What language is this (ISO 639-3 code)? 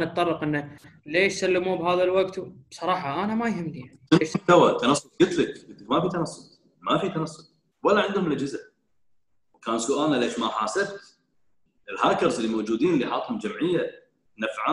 afb